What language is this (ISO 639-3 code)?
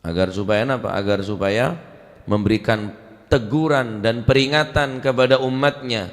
mad